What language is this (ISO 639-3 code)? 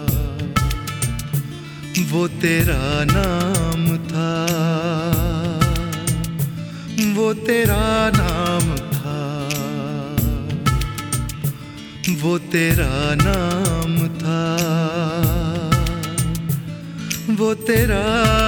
hin